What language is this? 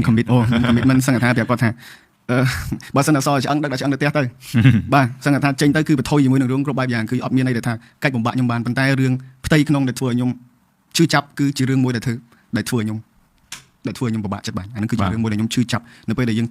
Khmer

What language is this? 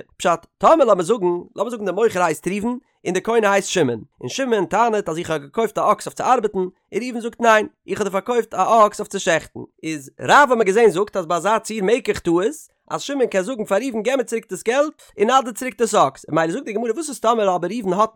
Yiddish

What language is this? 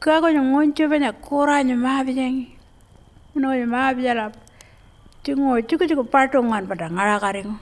Pitjantjatjara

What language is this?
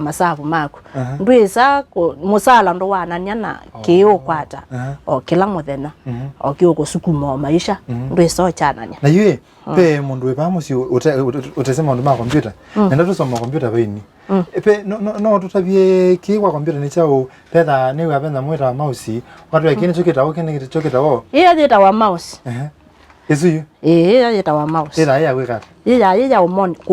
Kamba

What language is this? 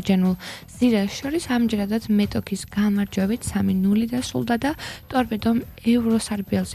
Georgian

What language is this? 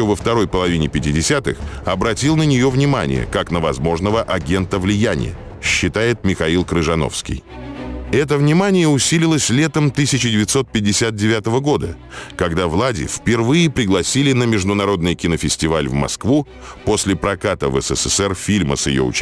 Russian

